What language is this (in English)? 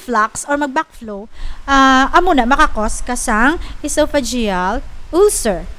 Hiligaynon